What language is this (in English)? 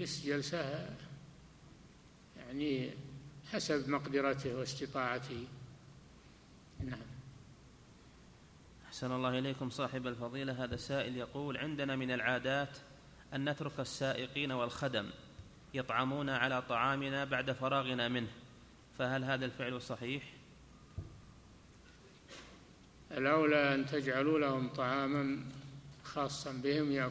Arabic